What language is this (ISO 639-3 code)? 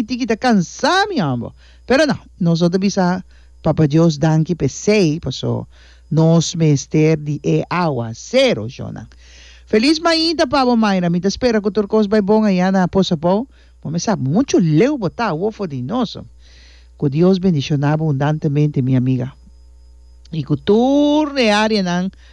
pap